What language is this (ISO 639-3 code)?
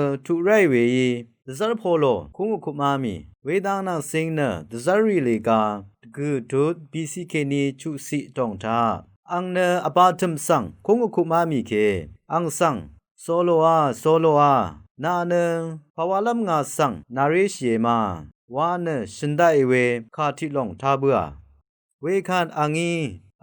raw